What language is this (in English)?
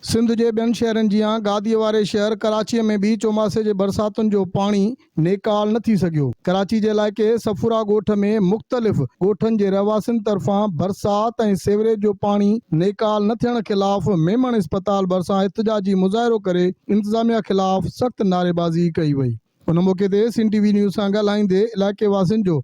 Sindhi